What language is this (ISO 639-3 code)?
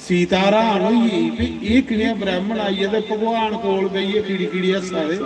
doi